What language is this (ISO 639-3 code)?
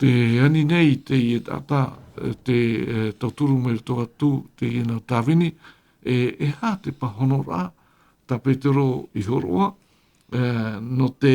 tah